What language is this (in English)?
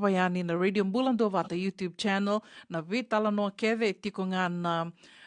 Fijian